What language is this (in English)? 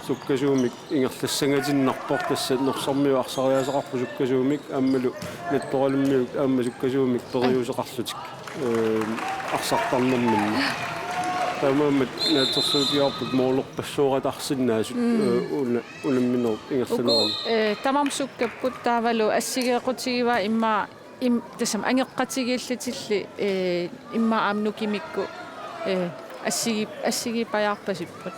Kalaallisut